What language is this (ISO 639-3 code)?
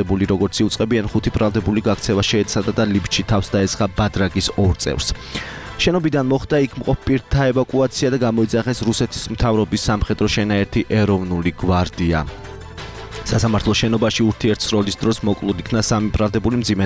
kat